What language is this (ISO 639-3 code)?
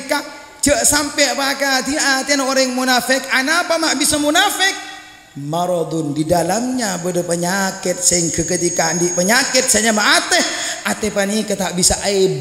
mad